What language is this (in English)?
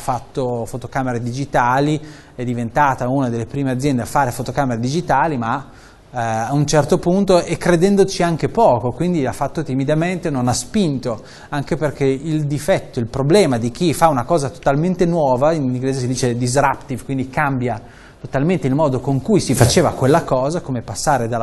Italian